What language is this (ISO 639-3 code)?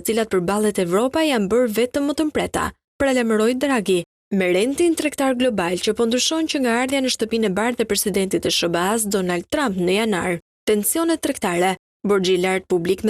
sqi